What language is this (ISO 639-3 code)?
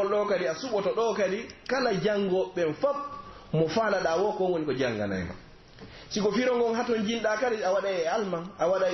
fuf